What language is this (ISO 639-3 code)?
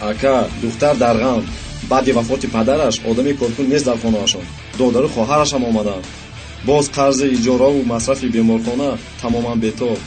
tgk